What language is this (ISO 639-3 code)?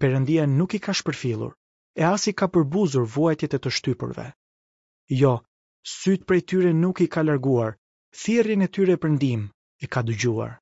sqi